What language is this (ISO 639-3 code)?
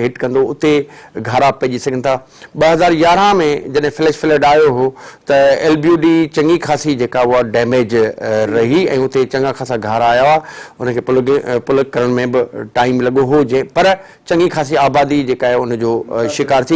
snd